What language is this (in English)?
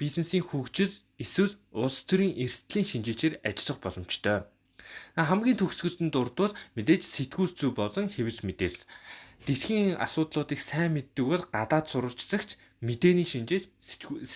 Mongolian